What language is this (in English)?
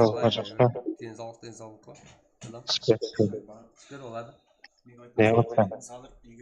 Kara-Kalpak